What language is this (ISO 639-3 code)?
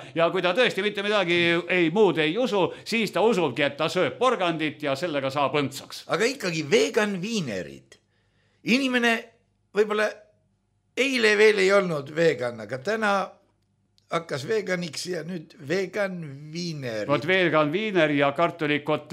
est